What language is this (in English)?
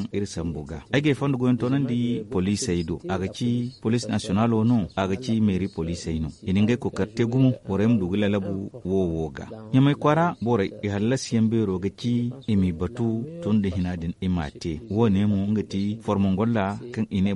Zarma